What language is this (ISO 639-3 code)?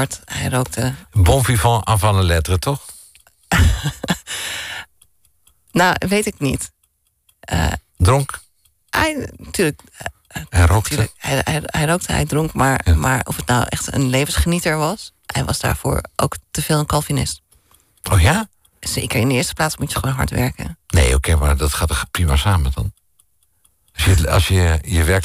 nld